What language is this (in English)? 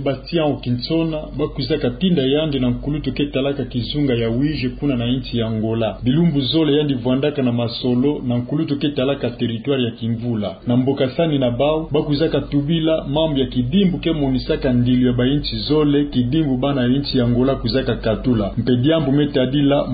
Kituba (Democratic Republic of Congo)